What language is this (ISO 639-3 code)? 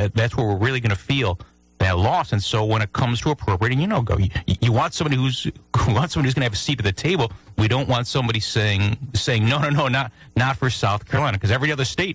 eng